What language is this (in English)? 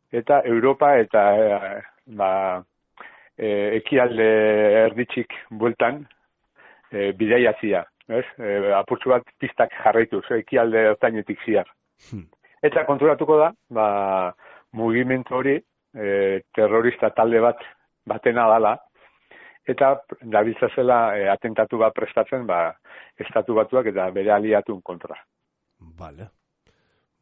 Basque